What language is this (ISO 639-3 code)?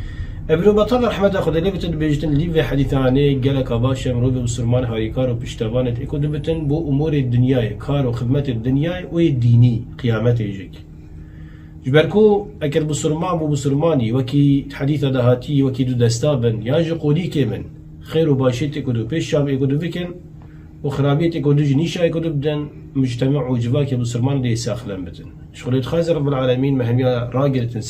kur